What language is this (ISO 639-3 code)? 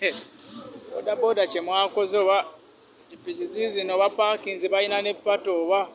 lug